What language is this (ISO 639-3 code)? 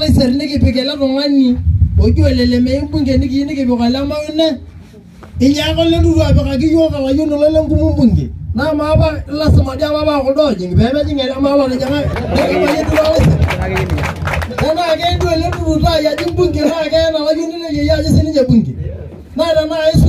mas